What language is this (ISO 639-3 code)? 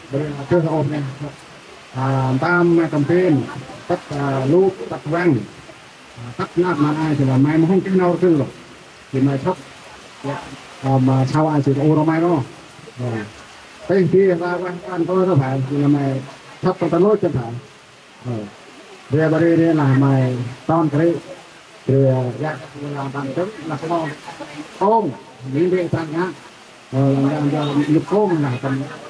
cmo